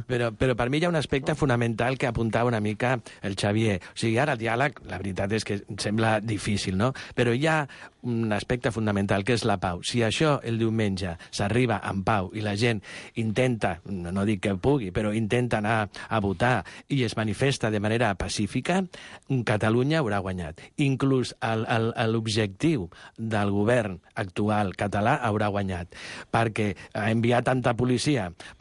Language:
Catalan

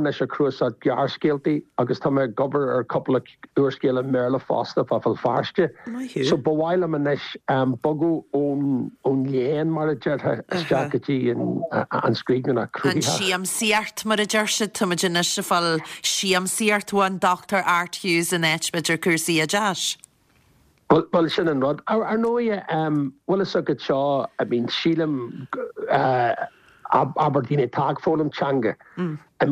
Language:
Irish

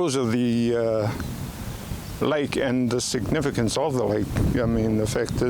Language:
Māori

